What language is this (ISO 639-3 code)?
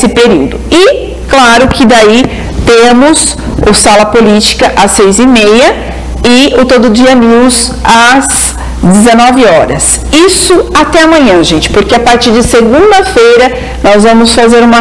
por